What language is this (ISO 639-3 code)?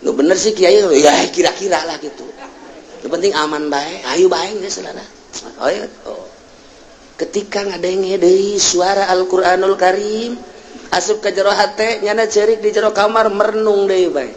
sun